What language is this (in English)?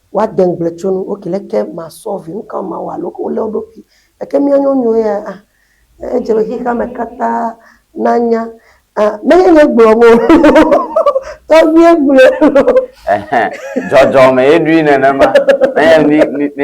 Ewe